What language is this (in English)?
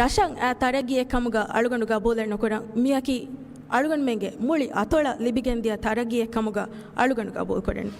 Divehi